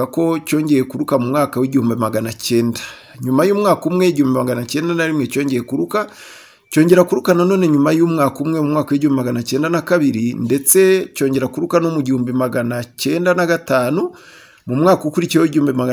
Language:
Kinyarwanda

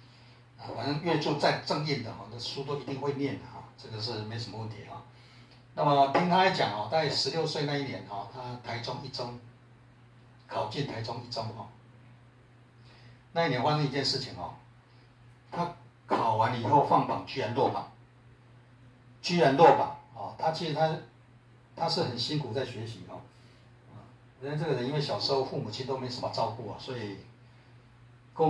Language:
Chinese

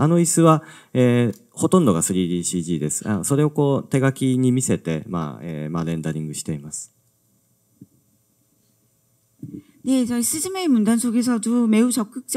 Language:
Korean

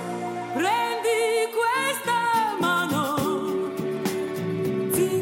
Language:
Italian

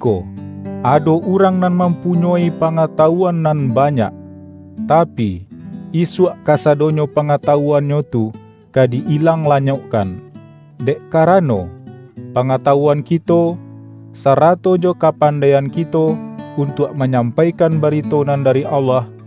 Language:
Minangkabau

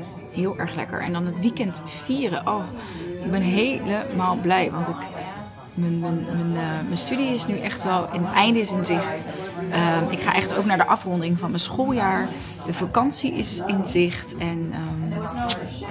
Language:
Dutch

